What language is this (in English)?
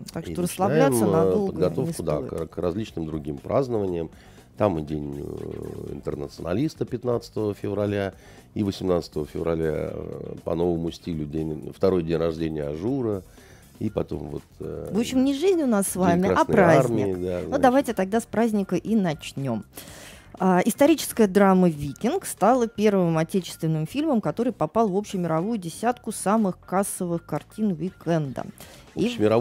Russian